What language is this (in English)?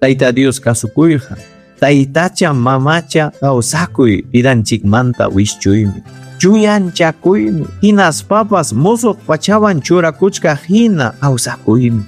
Ayacucho Quechua